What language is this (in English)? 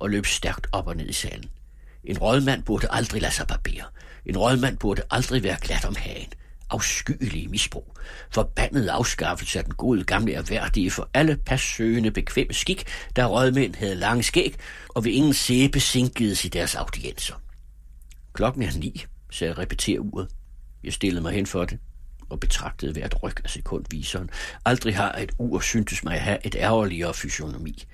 Danish